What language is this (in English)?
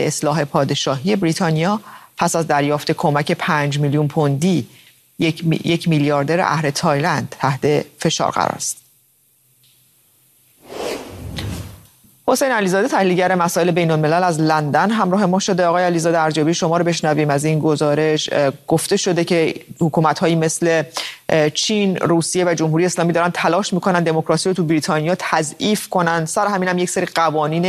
Persian